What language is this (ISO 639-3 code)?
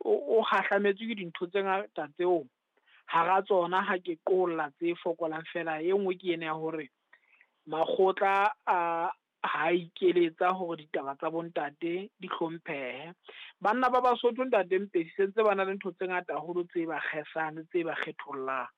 sot